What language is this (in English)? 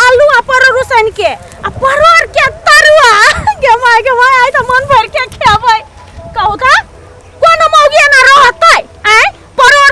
Maithili